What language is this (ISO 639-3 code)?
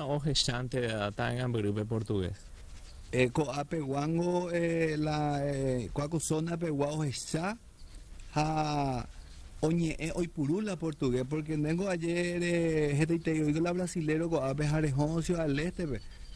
grn